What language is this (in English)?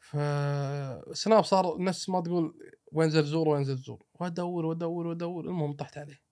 Gulf Arabic